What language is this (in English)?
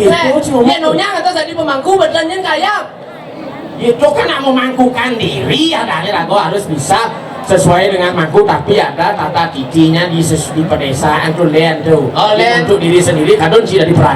Balinese